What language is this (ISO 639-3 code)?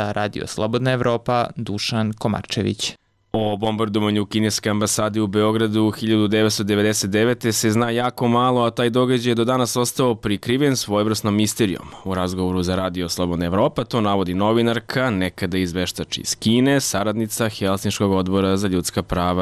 srp